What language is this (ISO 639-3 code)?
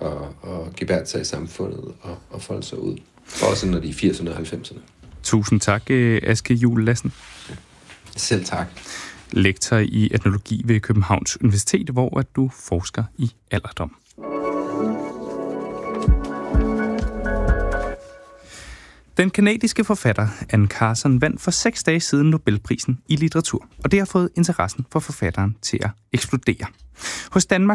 dan